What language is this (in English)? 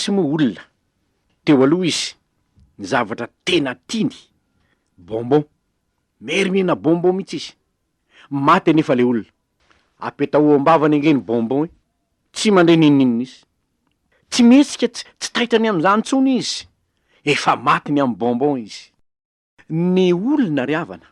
Malagasy